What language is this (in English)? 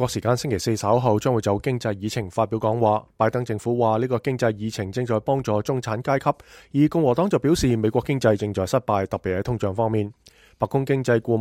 Cantonese